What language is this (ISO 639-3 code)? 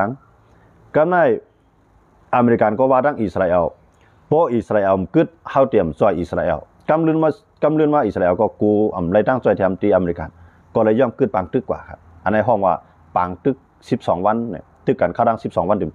shn